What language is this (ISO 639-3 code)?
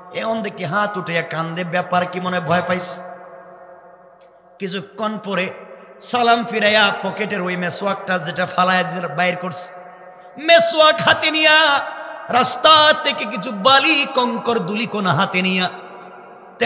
ben